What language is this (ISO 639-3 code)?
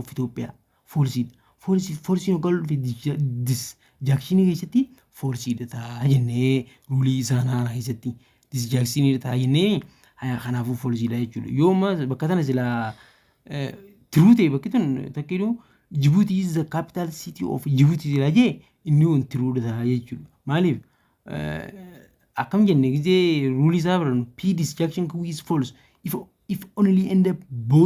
orm